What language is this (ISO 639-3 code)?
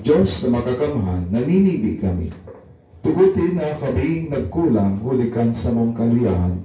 bik